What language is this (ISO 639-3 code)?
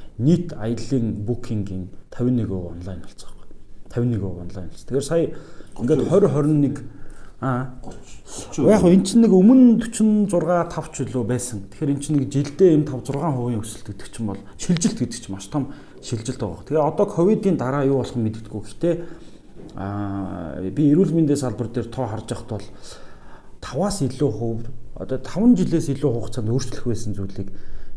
mon